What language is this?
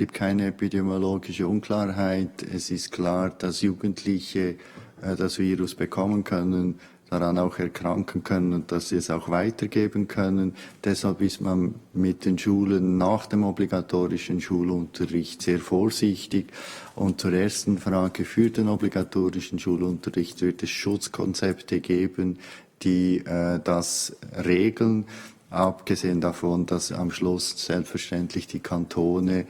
Swiss German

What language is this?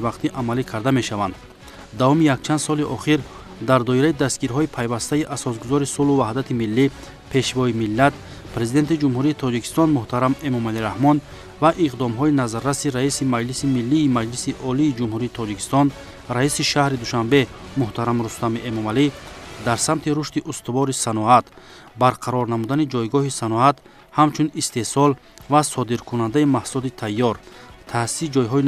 Tajik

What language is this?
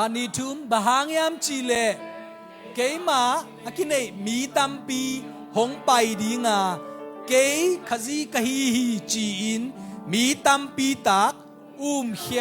Tedim Chin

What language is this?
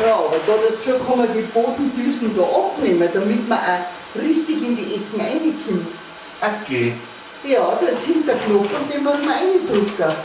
Bavarian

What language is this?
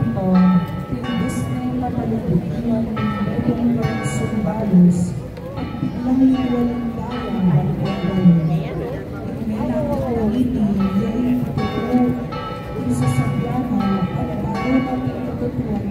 Pampanga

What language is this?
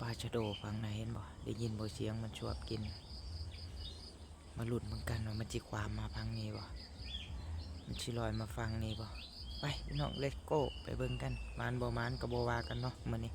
Northeastern Thai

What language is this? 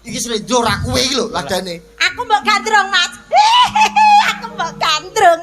Javanese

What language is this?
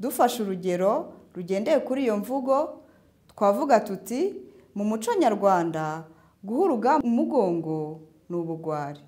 Kinyarwanda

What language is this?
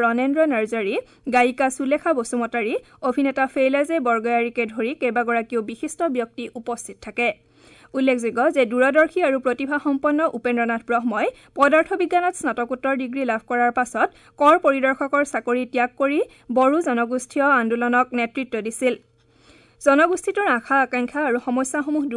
Assamese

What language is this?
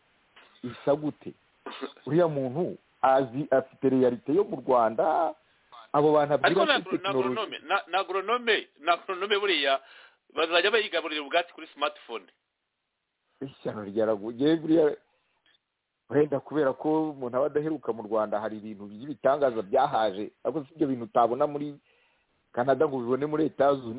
Kinyarwanda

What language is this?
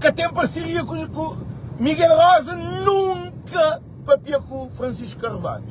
Kabuverdianu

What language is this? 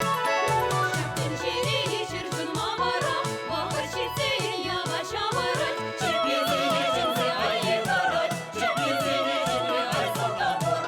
Chuvash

